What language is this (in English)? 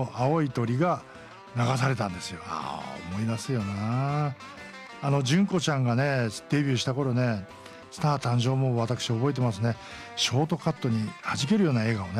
Japanese